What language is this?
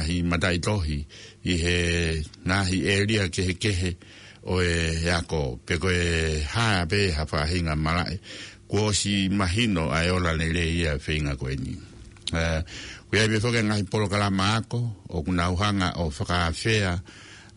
Tongan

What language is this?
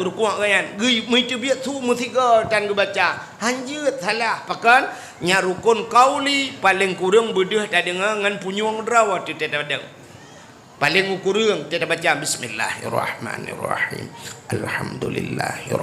Achinese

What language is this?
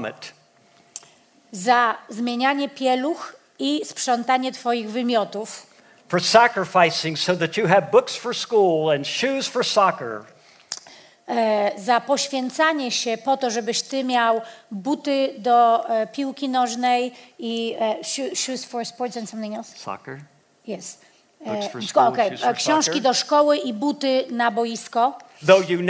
Polish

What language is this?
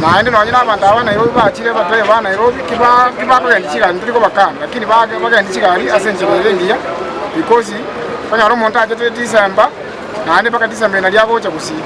Gusii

